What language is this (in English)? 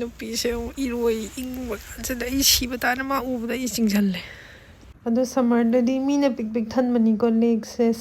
Manipuri